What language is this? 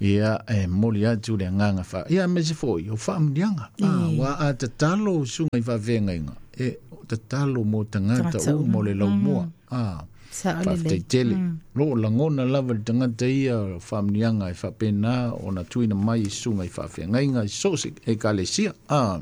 Samoan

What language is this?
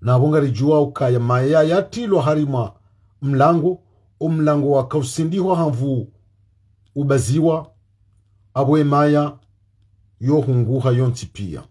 Ngazidja Comorian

